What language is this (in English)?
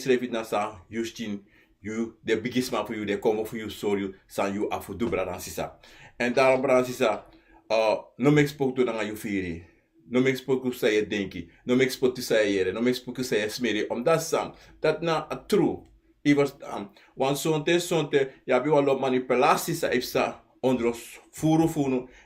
Sranan Tongo